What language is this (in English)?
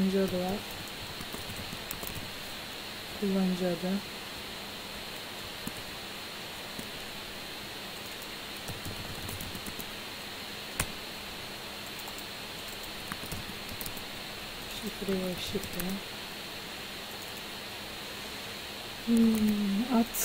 Turkish